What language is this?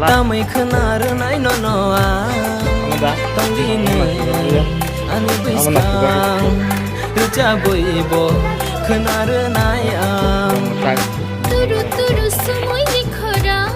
Kok Borok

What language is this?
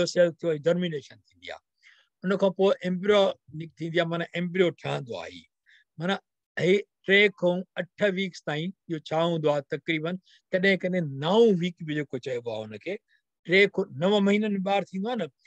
Sindhi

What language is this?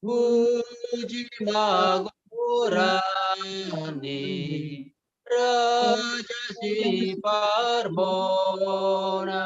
Batak Simalungun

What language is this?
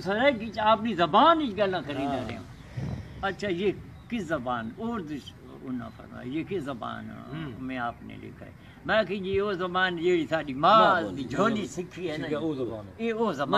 Saraiki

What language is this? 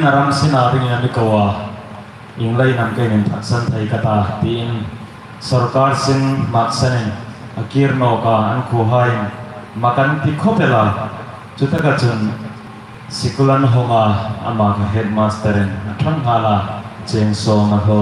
Hmar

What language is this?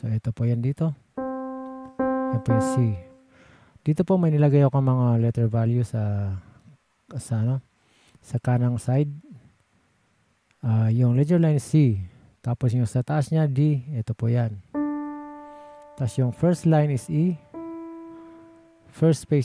Filipino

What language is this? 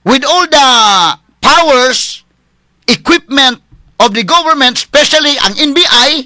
Cebuano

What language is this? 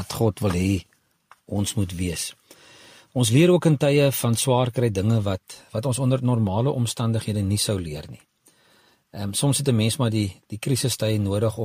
Afrikaans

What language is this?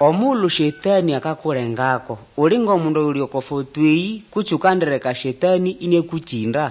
Nande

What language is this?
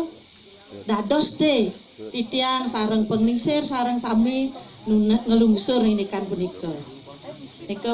Balinese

